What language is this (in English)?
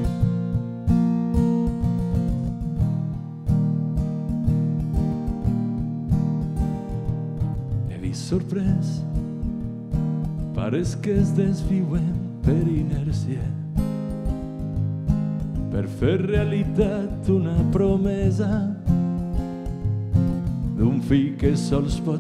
Catalan